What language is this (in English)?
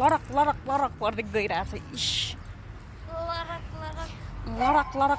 Nepali